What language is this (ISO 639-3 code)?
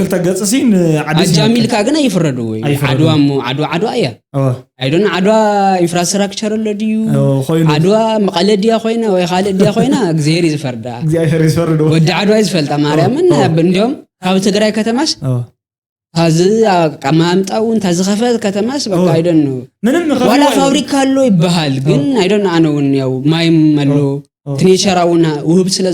tir